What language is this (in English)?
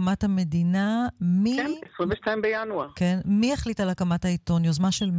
Hebrew